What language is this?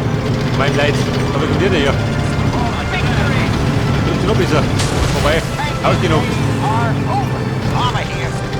Bavarian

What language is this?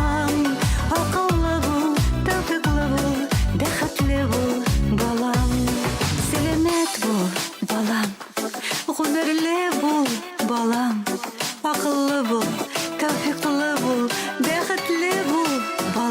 Bashkir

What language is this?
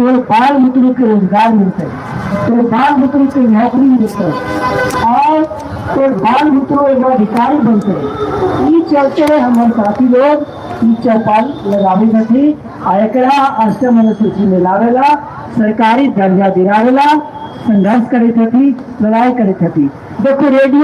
Magahi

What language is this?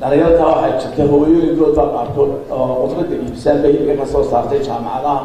Somali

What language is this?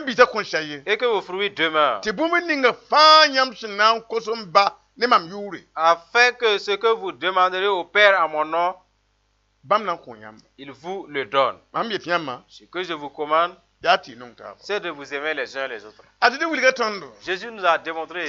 Mossi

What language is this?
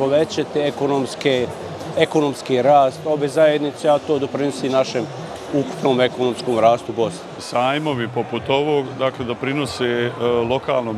Bosnian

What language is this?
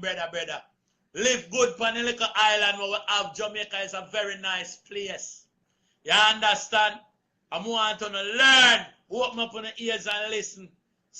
Jamaican Creole English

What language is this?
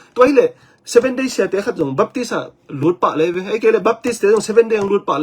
Tedim Chin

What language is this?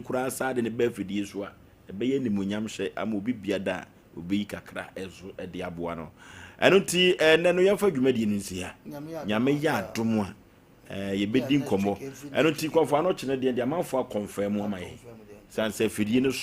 Akan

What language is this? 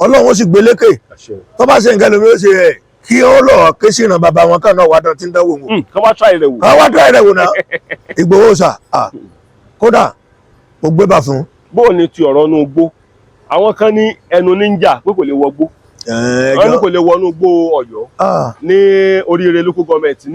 Yoruba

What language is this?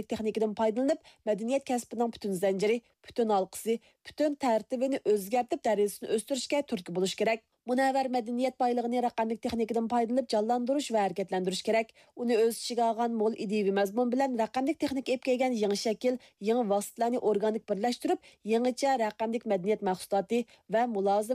Uyghur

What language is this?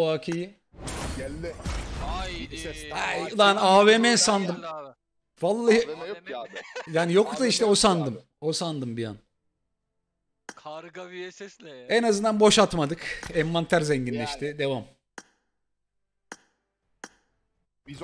Turkish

